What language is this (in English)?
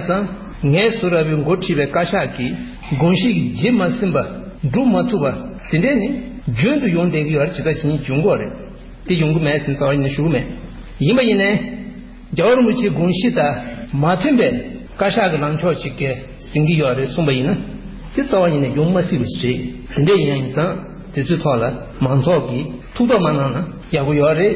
Tibetan